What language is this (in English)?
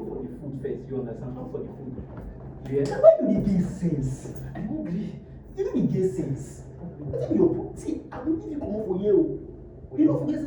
Nigerian Pidgin